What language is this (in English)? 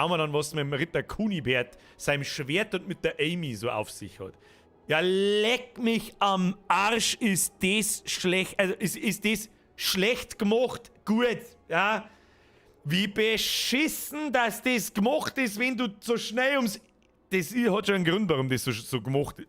Bavarian